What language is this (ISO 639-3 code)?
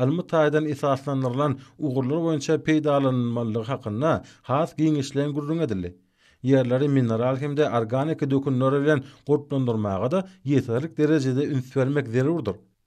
tuk